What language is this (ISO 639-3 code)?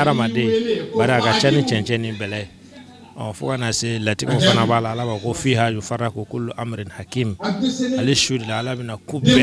bam